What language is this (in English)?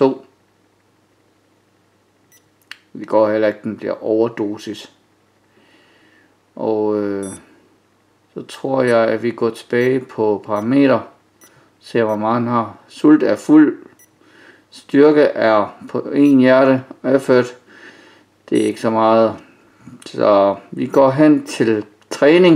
Danish